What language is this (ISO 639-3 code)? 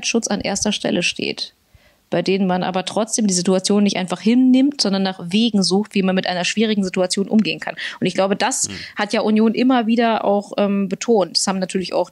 deu